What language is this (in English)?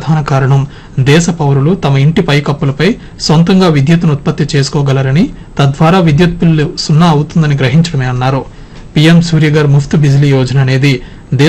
Telugu